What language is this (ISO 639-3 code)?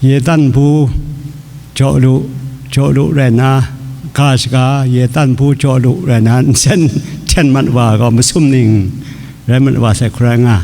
kac